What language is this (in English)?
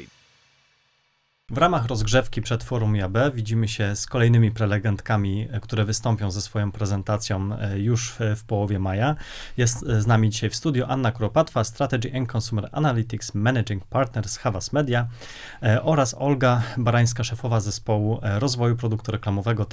Polish